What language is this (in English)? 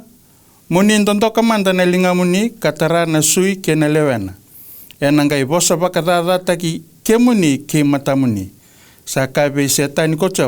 Fijian